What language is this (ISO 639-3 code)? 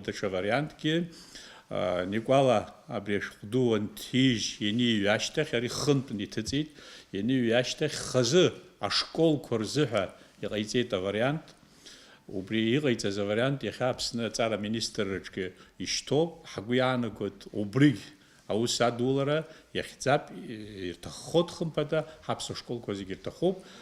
abk